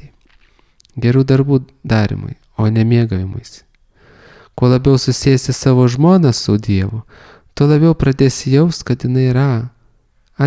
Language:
Lithuanian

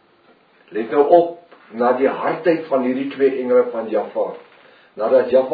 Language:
Afrikaans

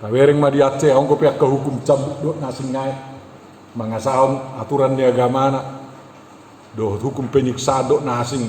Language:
Batak Toba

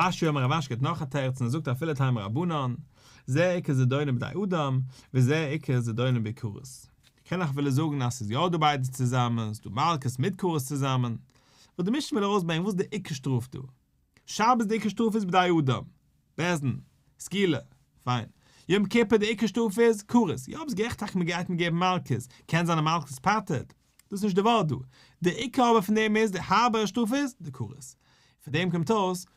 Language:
Yiddish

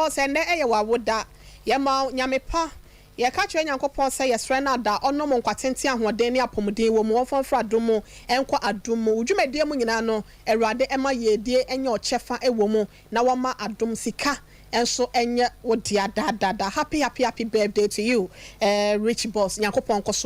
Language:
Akan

